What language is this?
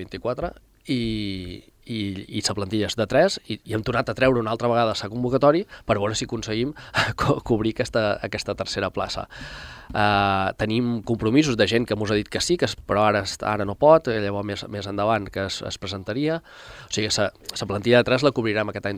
Catalan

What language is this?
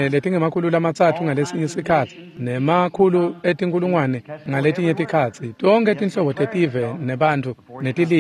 Swati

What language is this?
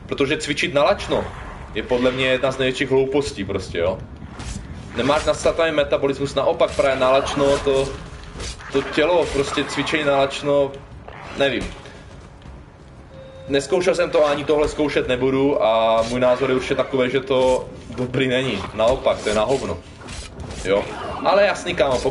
Czech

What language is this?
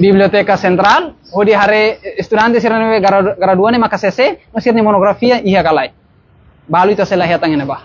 Tetum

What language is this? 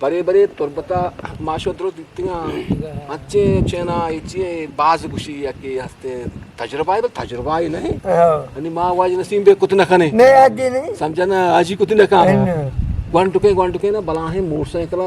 Eastern Balochi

